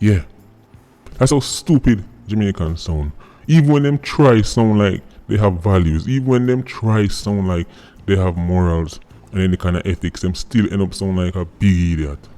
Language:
Jamaican Creole English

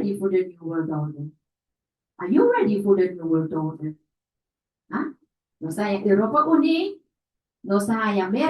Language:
Papiamento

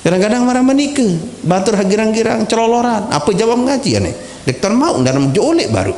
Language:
Sasak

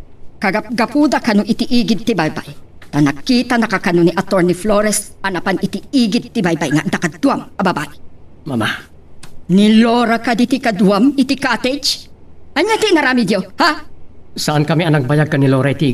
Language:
Iloko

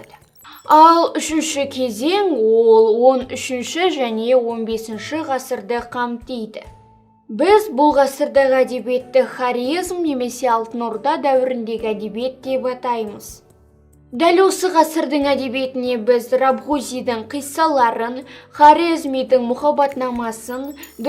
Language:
Kazakh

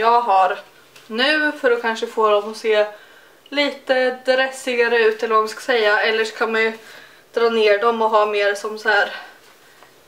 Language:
Swedish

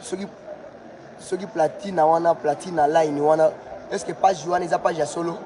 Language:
Lingala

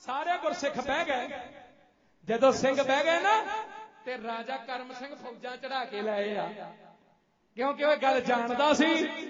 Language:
Punjabi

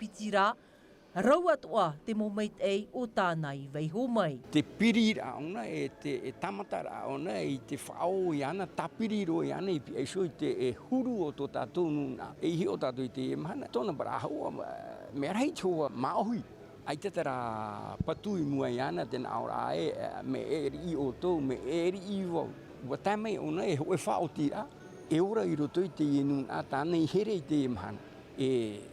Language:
Tahitian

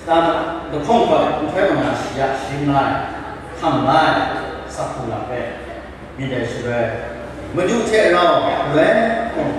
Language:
Kachin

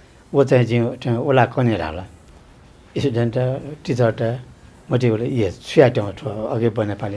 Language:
Newari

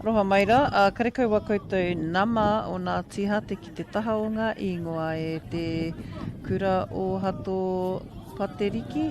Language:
Māori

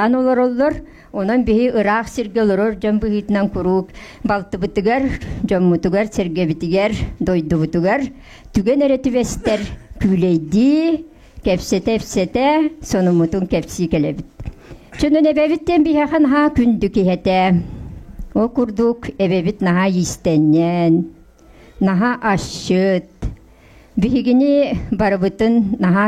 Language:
Yakut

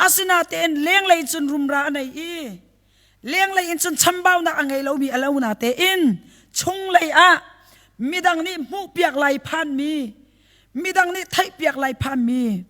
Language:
Hakha Chin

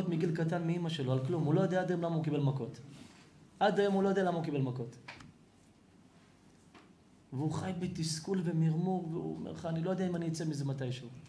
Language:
Hebrew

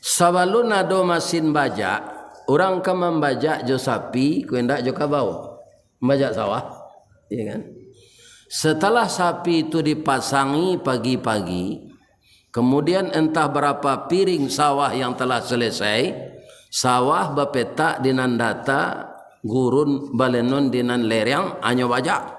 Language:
Minangkabau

